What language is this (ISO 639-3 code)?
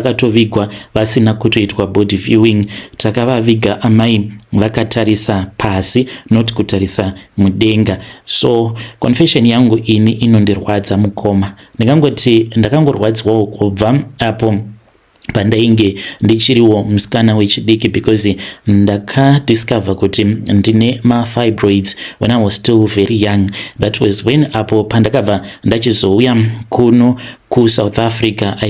sna